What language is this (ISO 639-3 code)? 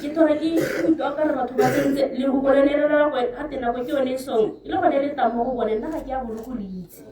tsn